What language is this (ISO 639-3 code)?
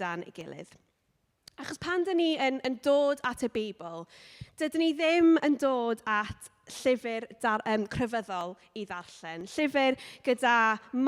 cym